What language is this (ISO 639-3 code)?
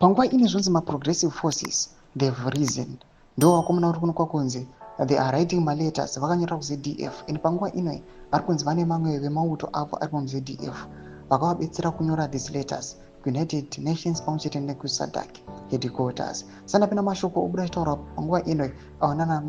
sna